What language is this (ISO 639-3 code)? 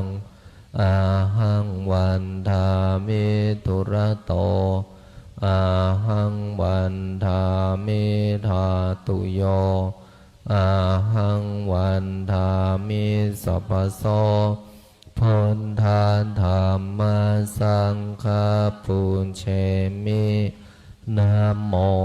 pli